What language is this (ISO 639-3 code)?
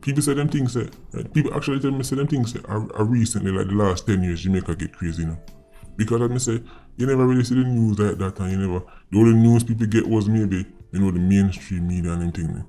jam